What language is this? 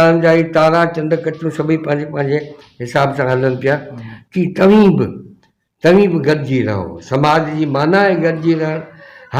Sindhi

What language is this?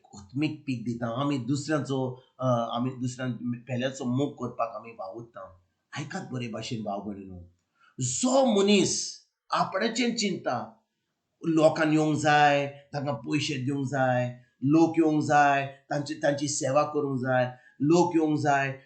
Konkani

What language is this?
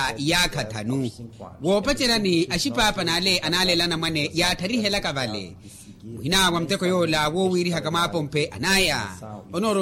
Makhuwa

